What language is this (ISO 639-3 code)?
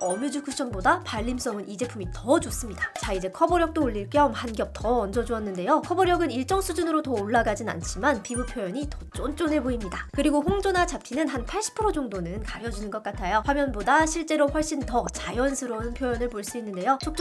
kor